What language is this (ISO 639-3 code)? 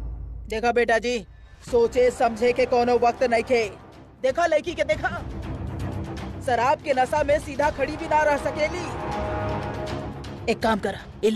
bho